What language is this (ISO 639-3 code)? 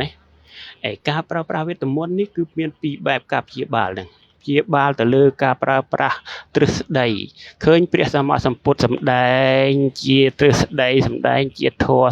khm